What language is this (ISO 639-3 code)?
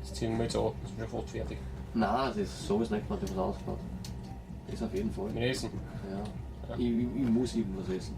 bar